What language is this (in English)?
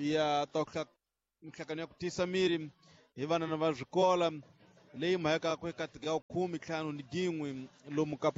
Tsonga